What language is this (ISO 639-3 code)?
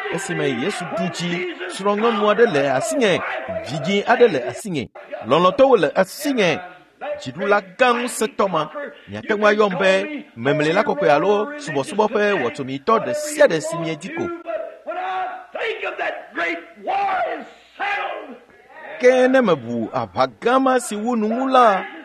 ewe